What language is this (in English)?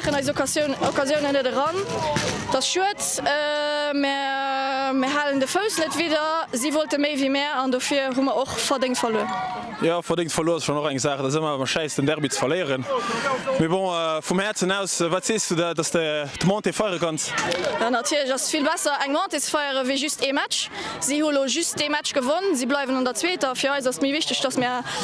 Luxembourgish